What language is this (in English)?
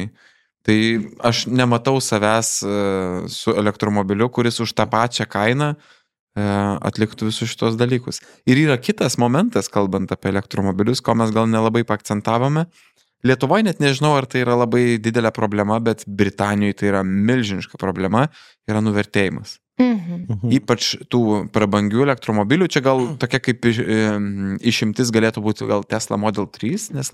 Lithuanian